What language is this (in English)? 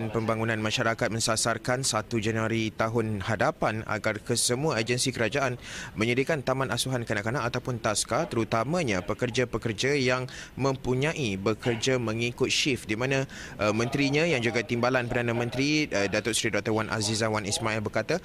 Malay